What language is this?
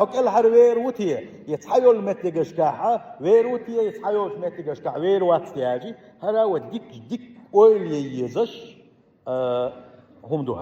Chechen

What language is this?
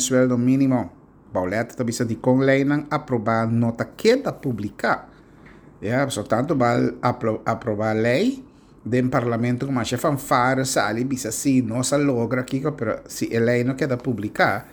Papiamento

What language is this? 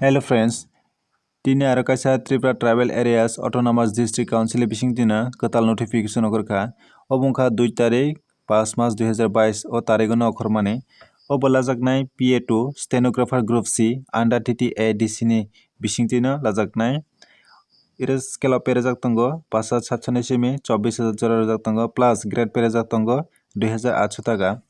Kok Borok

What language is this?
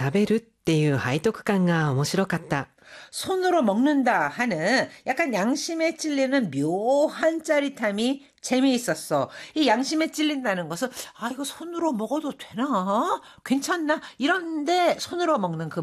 Korean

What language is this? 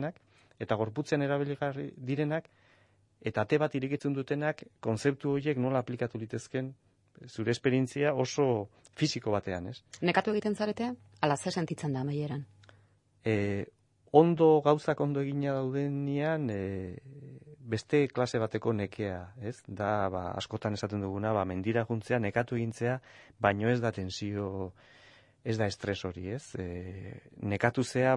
Basque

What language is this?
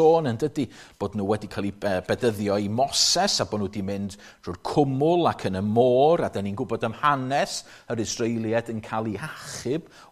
Welsh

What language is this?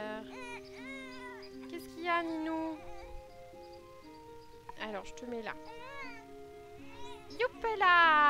French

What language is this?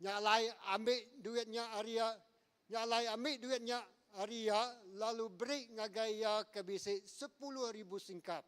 Iban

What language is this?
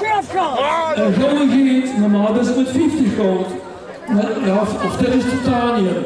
Limburgish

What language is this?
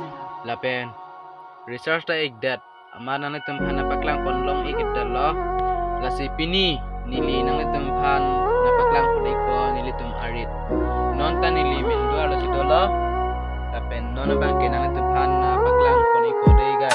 Karbi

